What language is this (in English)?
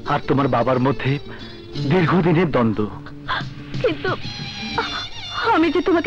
Bangla